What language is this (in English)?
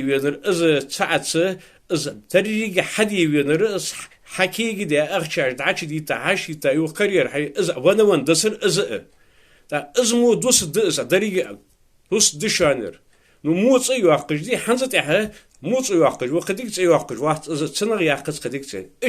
Ingush